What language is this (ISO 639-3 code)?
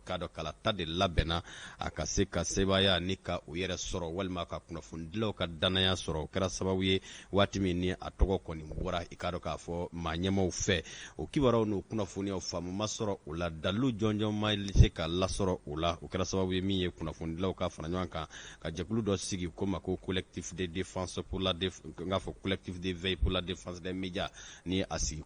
bam